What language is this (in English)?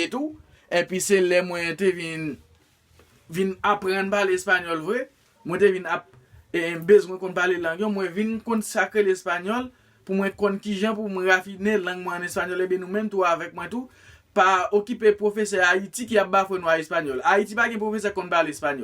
Haitian Creole